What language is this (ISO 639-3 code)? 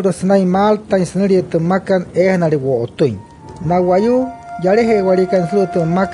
guc